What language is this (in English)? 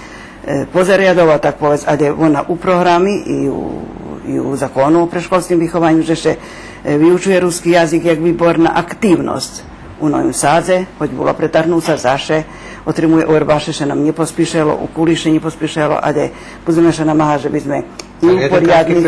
Rusyn